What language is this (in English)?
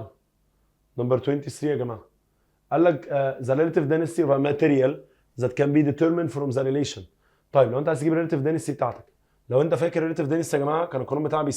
Egyptian Arabic